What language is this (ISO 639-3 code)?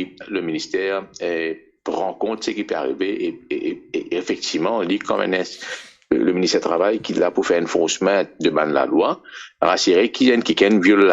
mfe